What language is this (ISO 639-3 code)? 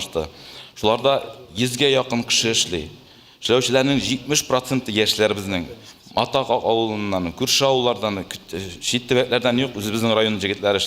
tat